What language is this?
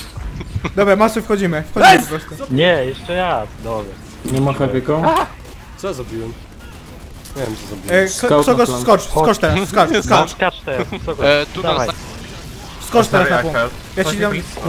Polish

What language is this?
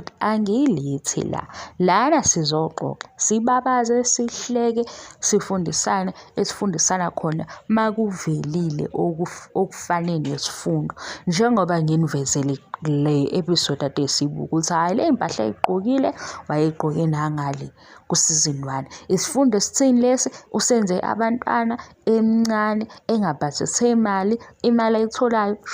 Zulu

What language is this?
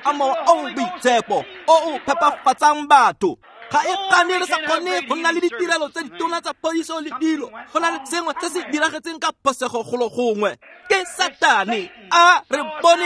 Tswana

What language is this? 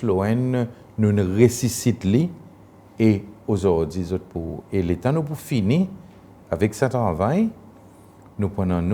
Seselwa Creole French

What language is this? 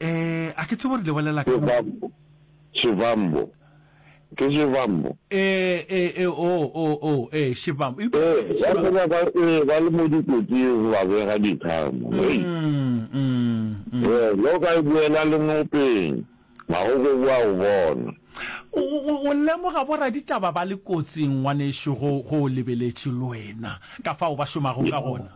Northern Sotho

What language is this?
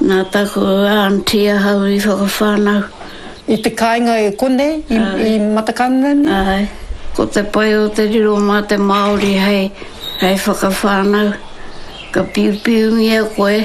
Māori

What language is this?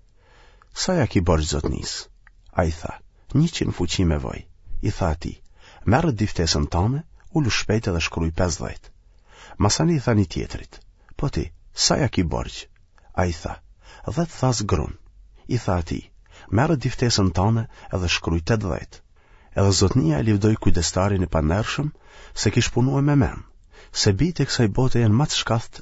Albanian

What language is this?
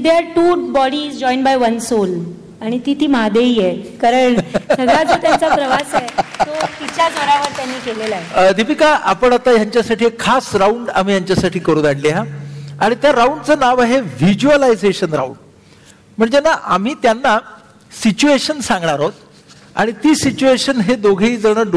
Marathi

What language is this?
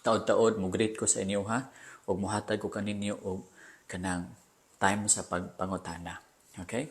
Cebuano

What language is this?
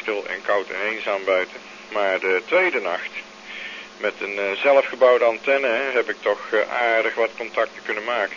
Dutch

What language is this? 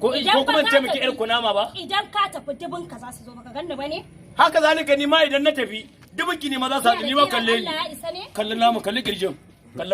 Hausa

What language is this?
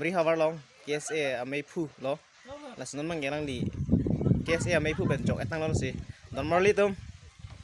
Karbi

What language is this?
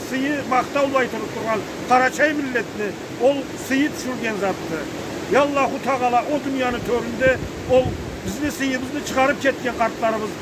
Karachay-Balkar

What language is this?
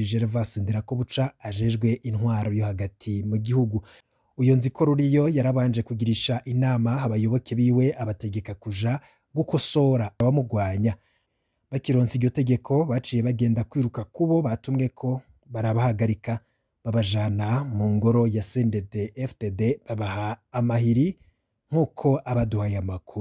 Rundi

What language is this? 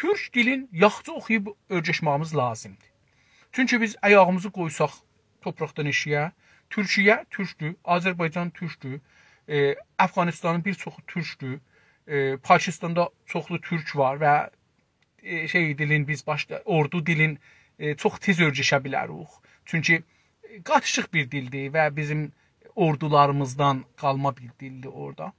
South Azerbaijani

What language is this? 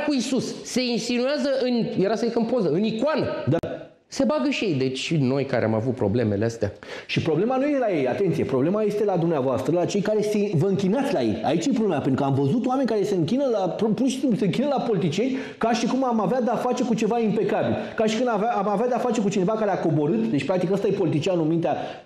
Romanian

